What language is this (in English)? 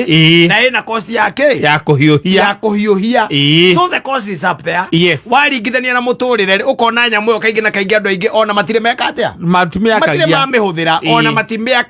Kikuyu